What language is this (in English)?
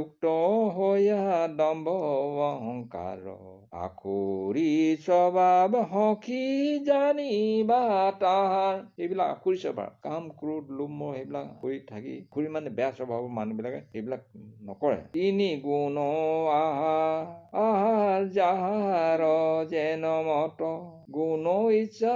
Assamese